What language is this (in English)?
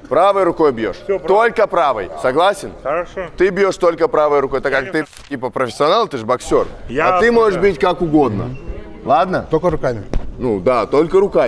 Russian